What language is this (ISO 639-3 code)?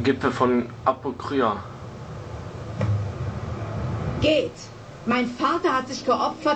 deu